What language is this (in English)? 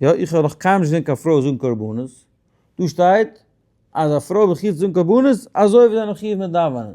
Yiddish